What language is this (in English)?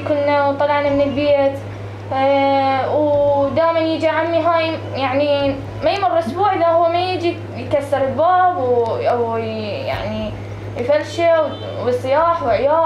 Mesopotamian Arabic